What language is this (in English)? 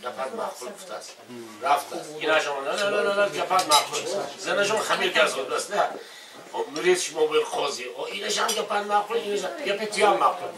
Tajik